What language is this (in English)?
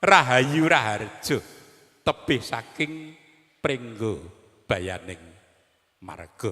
Javanese